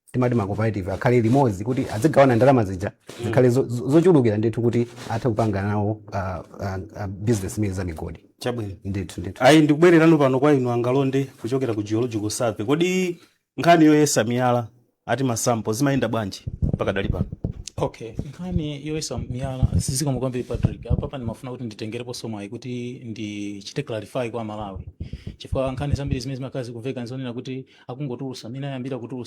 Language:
Nyanja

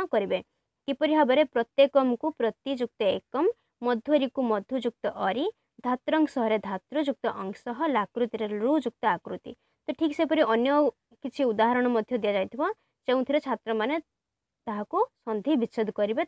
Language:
Odia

